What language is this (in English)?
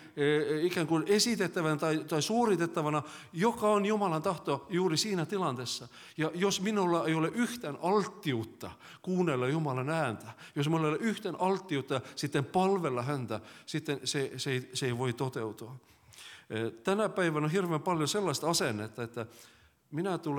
Finnish